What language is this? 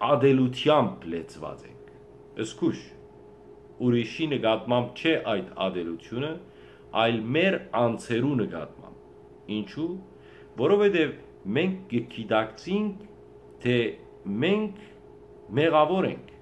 Western Armenian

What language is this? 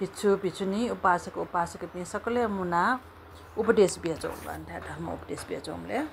Newari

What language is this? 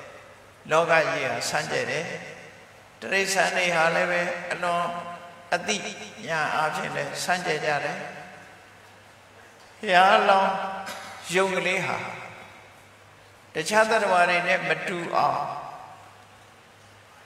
Burmese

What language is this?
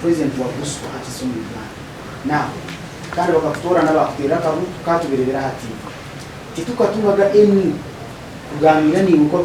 Nyankole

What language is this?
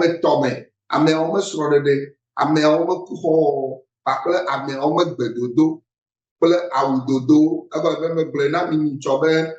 Ewe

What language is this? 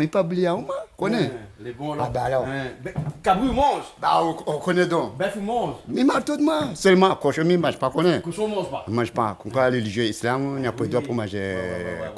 Réunion Creole French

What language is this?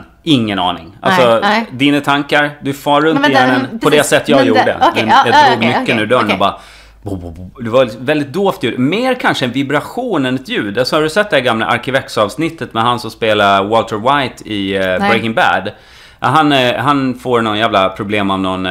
Swedish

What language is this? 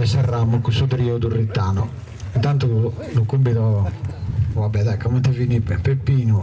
Sardinian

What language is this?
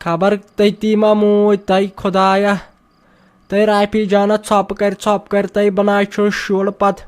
Kashmiri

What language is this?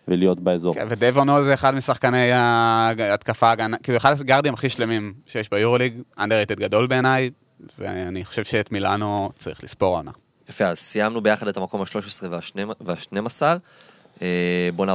Hebrew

